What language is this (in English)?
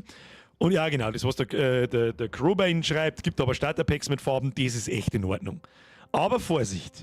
Bavarian